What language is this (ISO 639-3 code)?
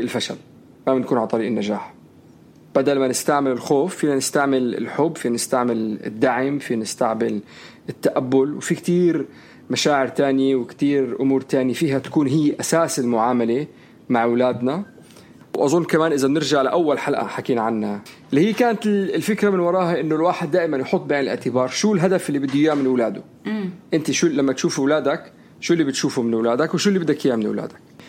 apc